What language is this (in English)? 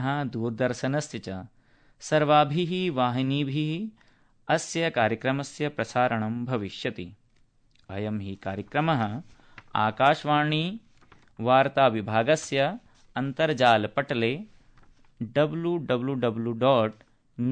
Sanskrit